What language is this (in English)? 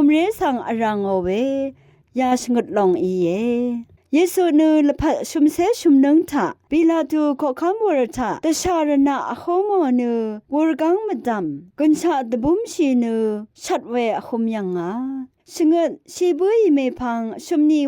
Rawang